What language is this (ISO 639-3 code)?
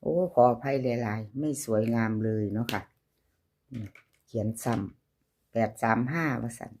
tts